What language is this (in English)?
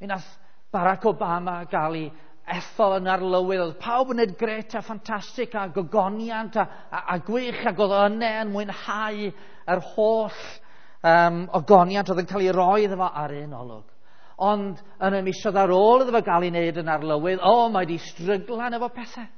Welsh